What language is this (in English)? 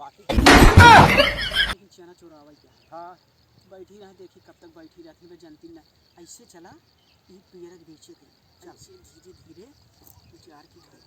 Awadhi